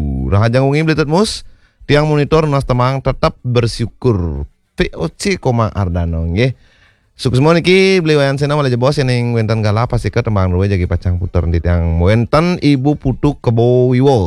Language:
Balinese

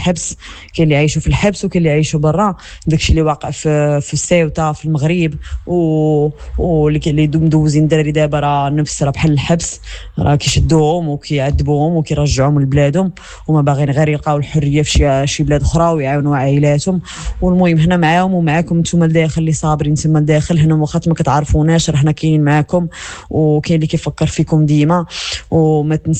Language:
Moroccan Arabic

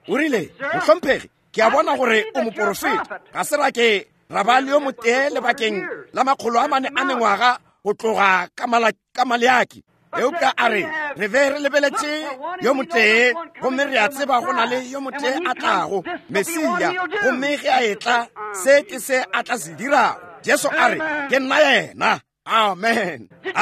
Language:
Northern Sotho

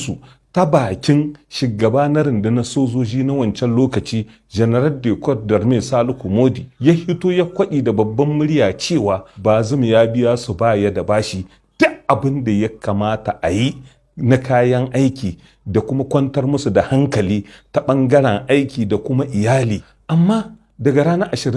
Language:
Hausa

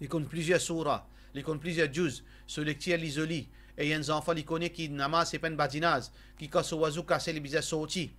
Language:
Morisyen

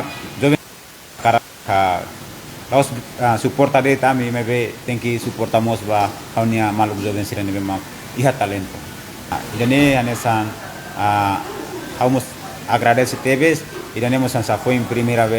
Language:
Tetum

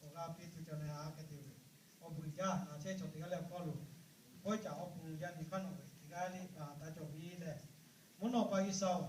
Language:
Lahu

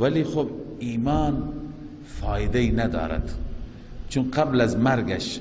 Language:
Persian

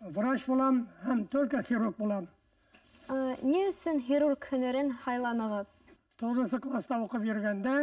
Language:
Bashkir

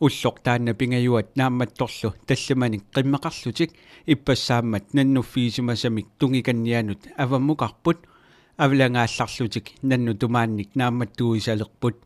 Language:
Kalaallisut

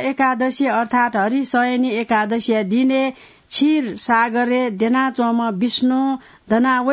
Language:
Newari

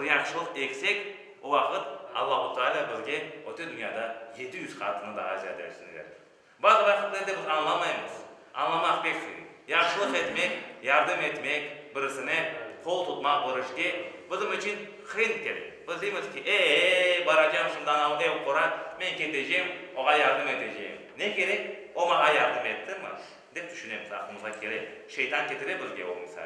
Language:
Crimean Tatar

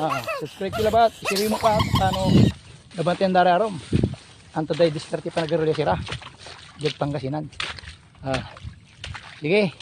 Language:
Pangasinan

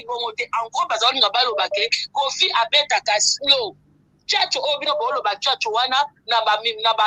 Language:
Lingala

